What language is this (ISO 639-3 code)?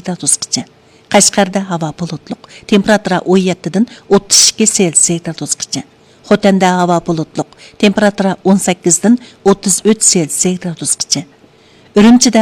uig